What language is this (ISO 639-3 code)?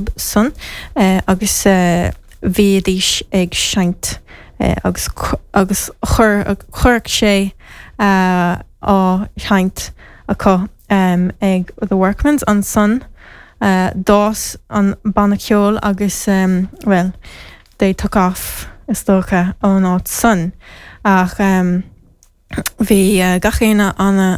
gle